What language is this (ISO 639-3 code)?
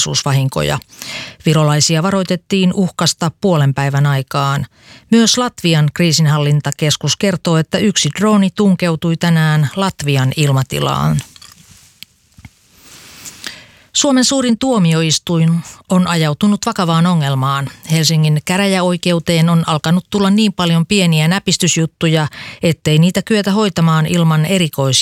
fin